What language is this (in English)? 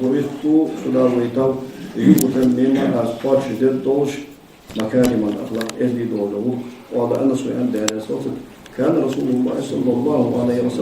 Ingush